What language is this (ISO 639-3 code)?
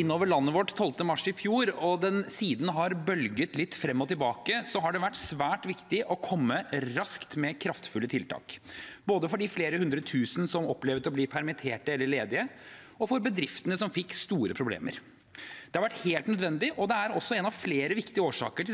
nor